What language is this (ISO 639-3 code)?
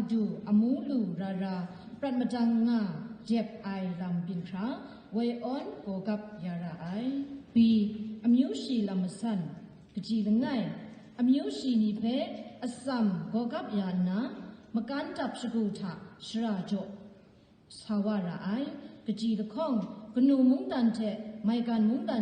kac